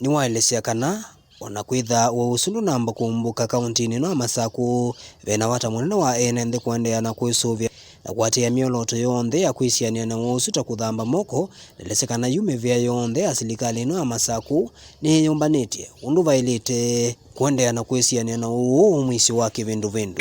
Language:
Kamba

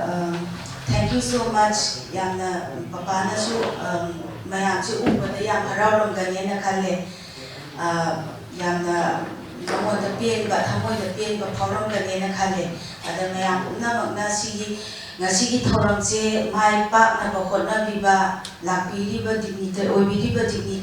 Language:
Manipuri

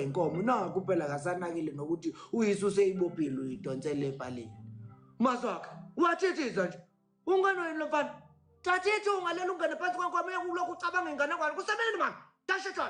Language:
Zulu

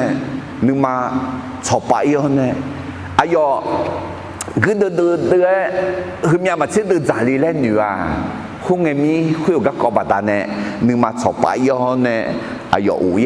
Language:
Akha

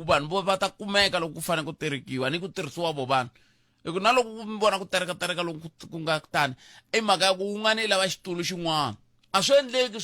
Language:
Tsonga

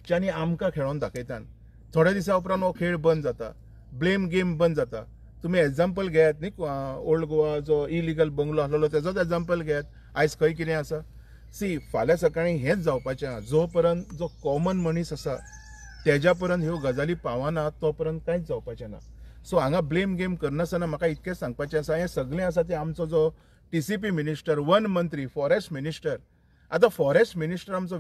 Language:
Konkani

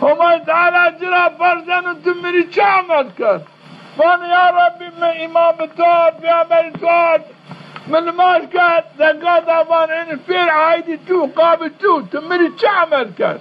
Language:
Zaza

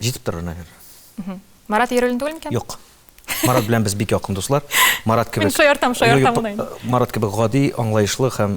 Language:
Tatar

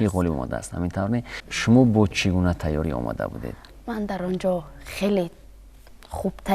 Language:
Tajik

